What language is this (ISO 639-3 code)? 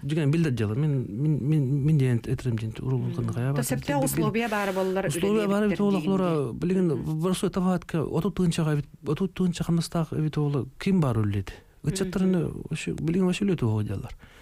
sah